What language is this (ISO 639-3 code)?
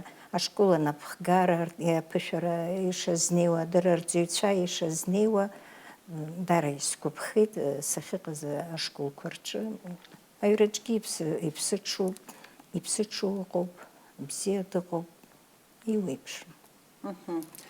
abk